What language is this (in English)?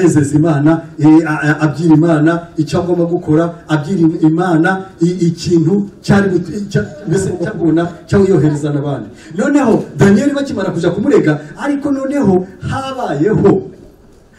Kinyarwanda